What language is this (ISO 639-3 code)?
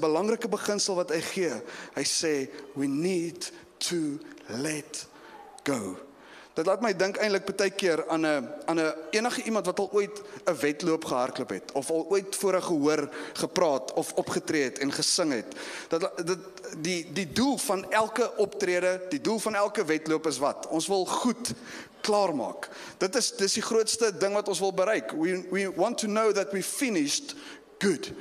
afr